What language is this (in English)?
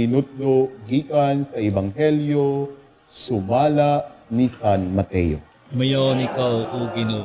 Cebuano